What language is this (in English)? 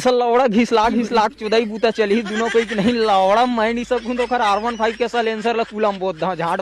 Chhattisgarhi